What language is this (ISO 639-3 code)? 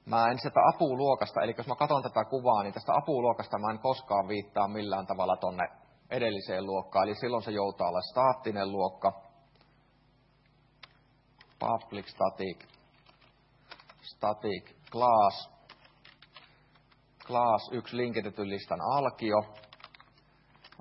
fin